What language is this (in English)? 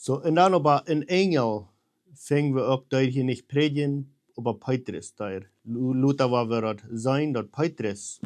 Plautdietsch